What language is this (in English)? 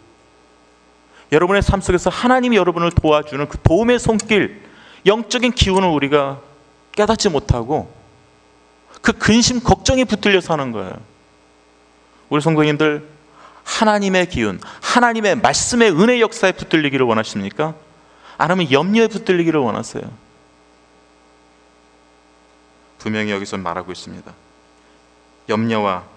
Korean